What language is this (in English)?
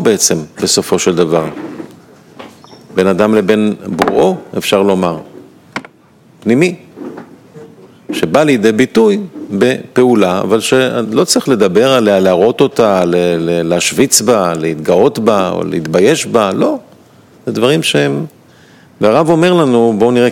Hebrew